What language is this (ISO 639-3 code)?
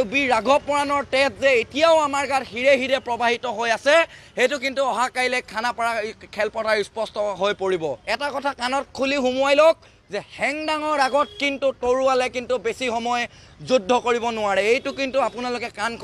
asm